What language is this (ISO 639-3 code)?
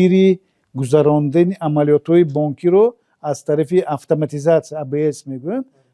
tgk